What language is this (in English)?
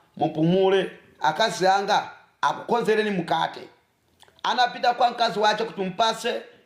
Nyanja